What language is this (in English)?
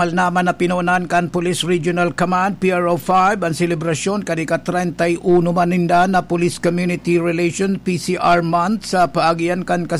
Bikol